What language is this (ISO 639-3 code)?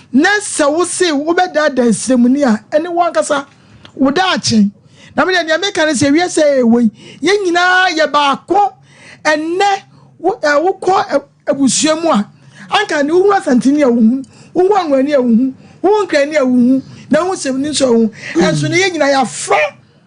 aka